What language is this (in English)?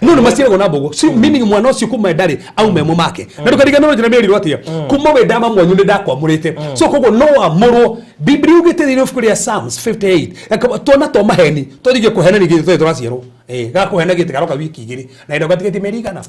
Kikuyu